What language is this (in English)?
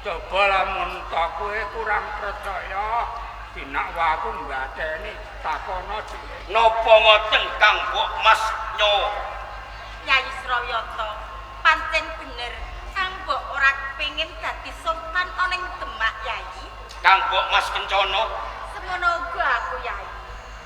Javanese